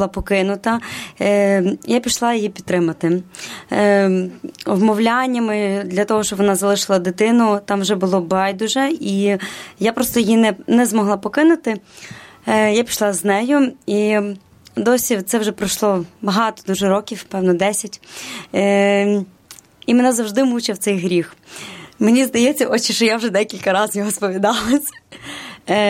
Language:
Ukrainian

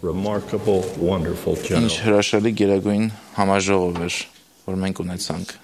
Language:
Armenian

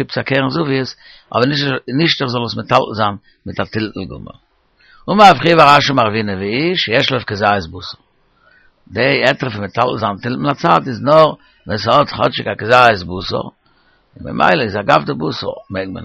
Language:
Yiddish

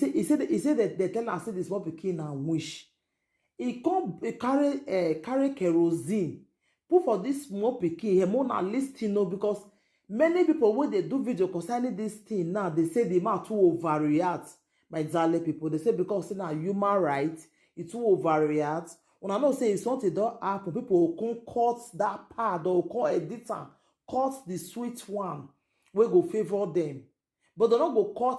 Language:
Nigerian Pidgin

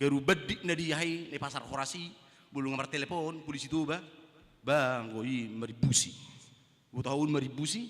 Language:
Batak Toba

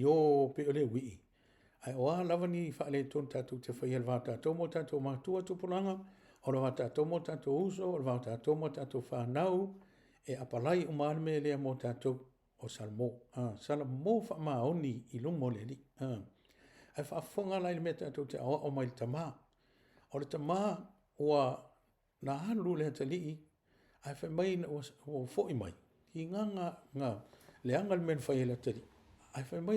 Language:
Samoan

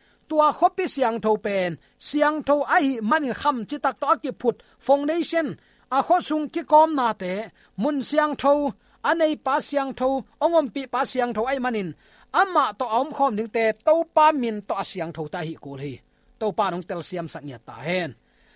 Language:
Tedim Chin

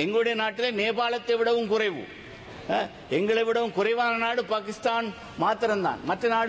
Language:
Tamil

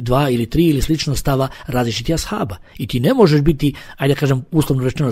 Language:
Bosnian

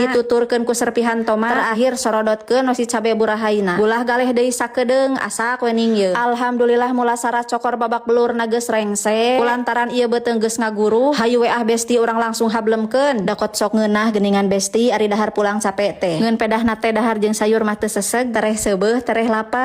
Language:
Sundanese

